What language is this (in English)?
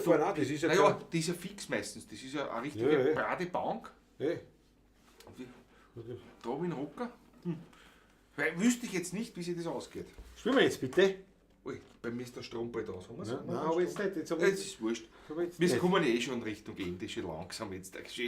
Bavarian